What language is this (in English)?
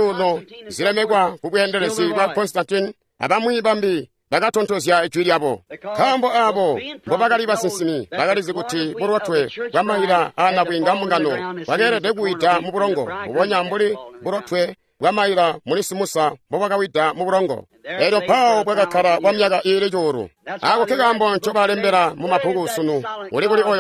Tonga (Zambia)